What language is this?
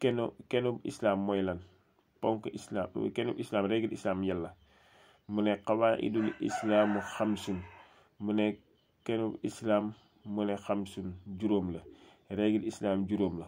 Wolof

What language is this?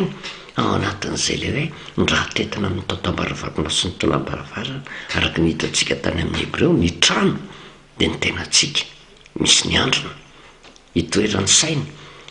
Malagasy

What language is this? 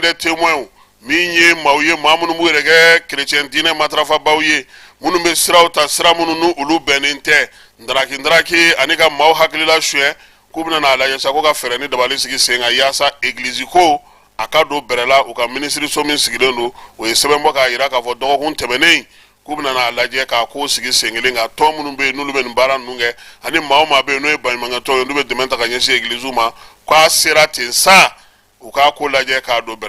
Bambara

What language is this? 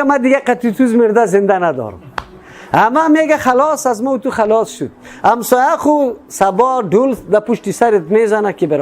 Persian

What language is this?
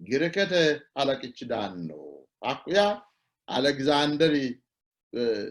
Sidamo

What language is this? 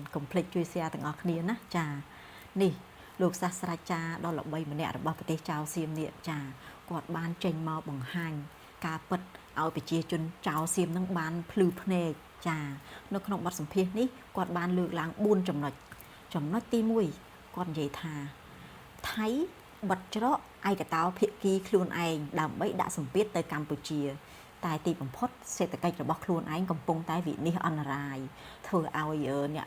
Khmer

